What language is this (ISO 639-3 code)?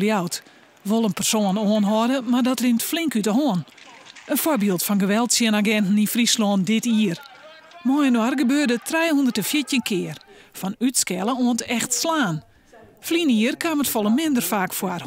fry